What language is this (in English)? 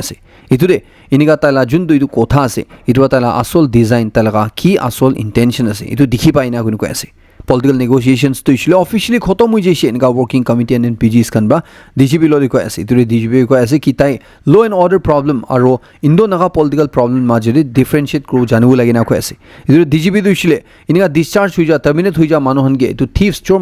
Naga Pidgin